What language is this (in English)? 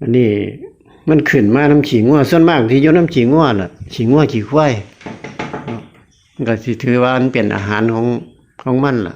Lao